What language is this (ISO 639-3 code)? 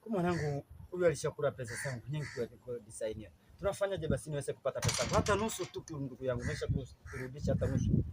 swa